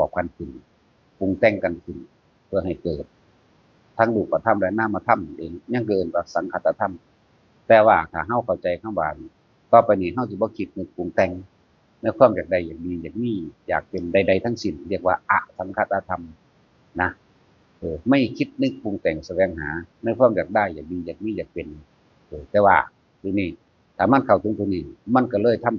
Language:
Northeastern Thai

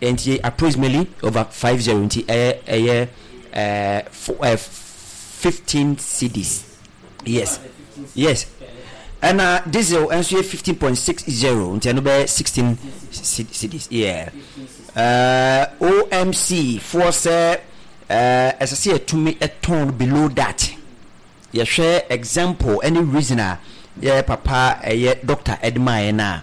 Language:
Akan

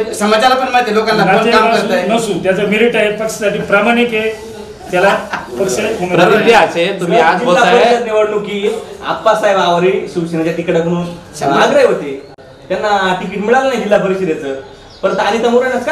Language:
Marathi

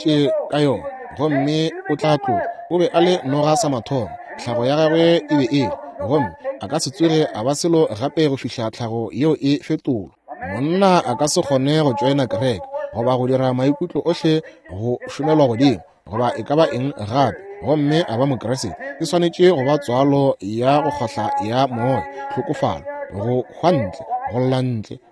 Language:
Northern Sotho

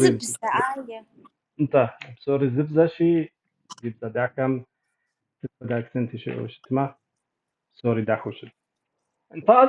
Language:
Kabardian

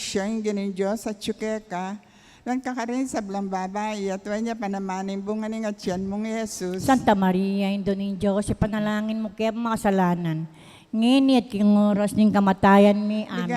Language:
Pampanga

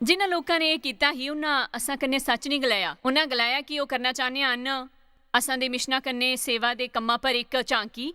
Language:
Dogri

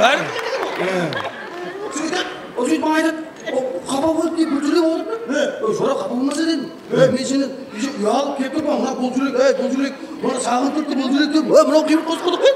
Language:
Kara-Kalpak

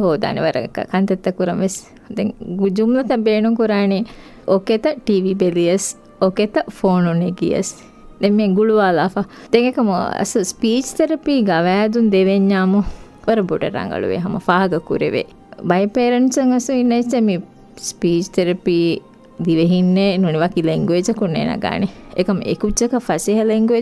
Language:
Divehi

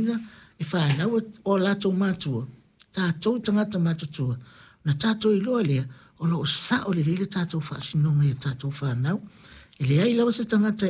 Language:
Samoan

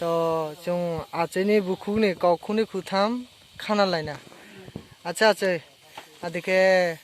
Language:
Kok Borok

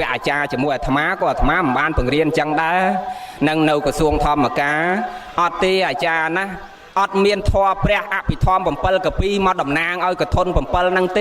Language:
Khmer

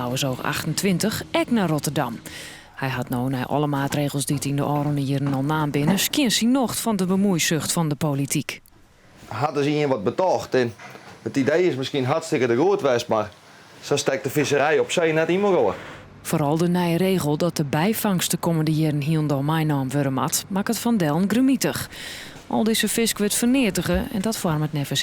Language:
Western Frisian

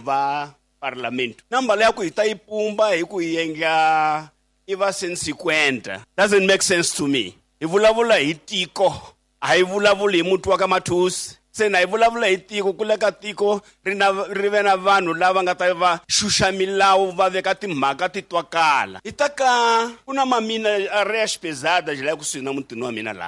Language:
Tsonga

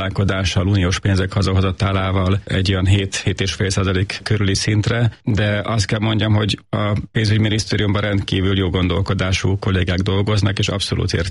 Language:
Hungarian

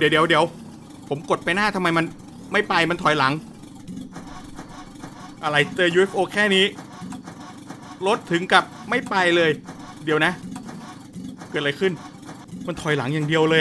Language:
Thai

